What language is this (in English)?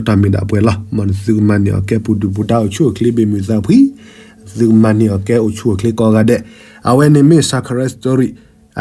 S'gaw Karen